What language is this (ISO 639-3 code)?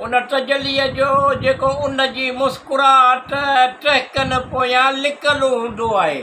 snd